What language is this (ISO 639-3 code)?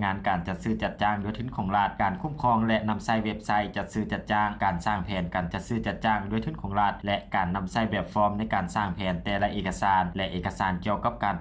lao